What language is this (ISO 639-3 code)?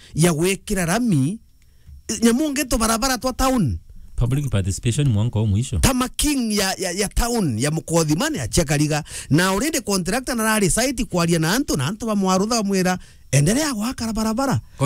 mer